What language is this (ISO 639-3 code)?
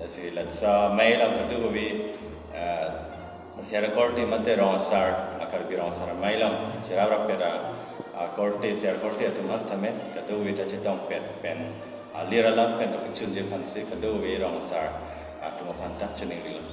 mjw